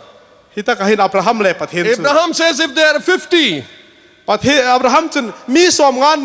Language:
Hmar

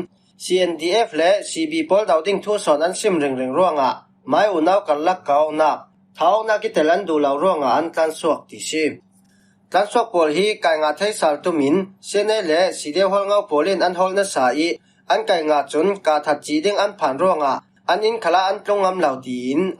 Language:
Falam Chin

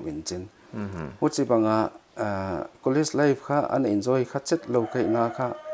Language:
Paite Chin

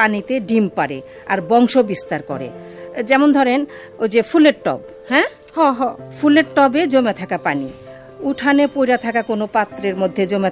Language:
Bangla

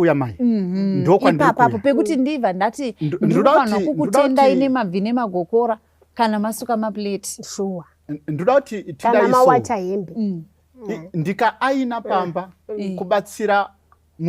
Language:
Shona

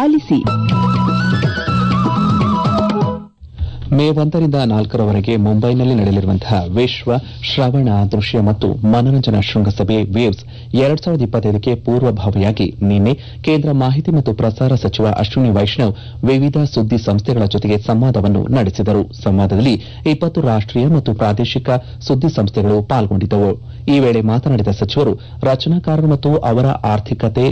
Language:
Kannada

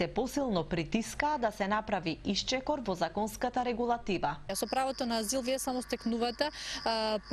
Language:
Macedonian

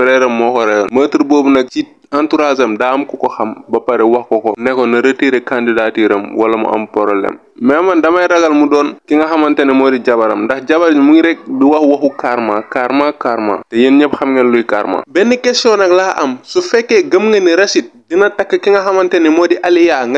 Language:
Wolof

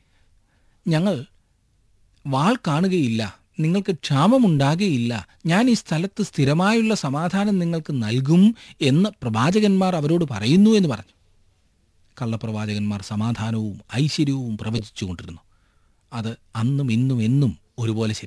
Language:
Malayalam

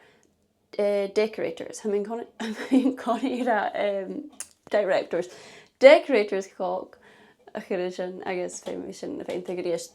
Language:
Scottish Gaelic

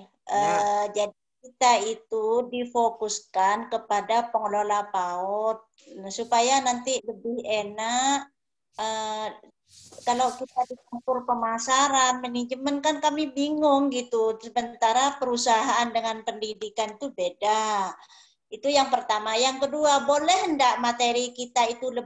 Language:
Indonesian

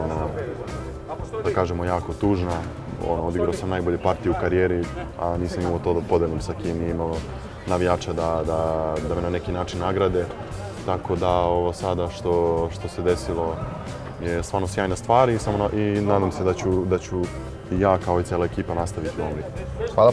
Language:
Serbian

